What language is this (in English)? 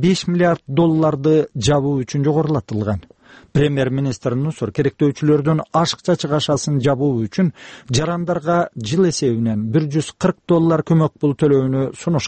Kyrgyz